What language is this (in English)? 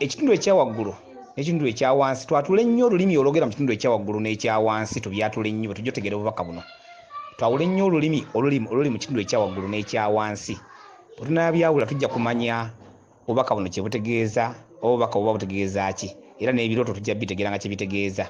Ganda